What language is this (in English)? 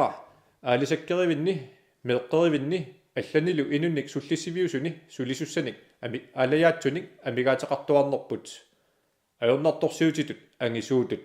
Kalaallisut